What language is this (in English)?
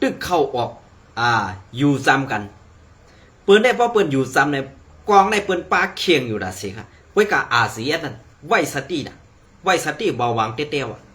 Shan